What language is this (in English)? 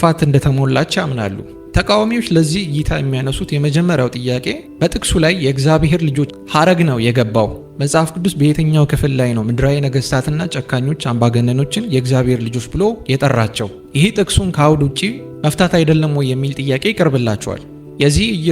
Amharic